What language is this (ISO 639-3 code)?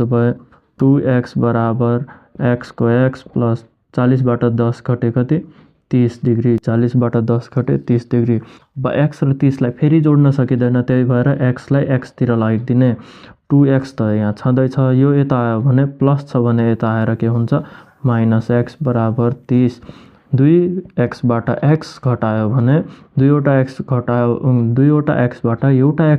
nep